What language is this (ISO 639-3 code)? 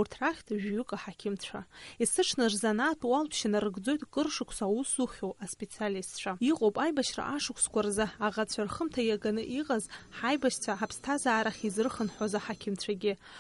abk